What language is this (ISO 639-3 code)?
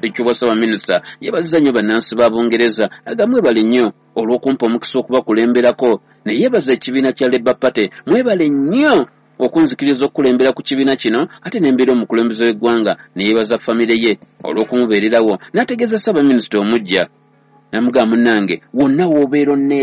lug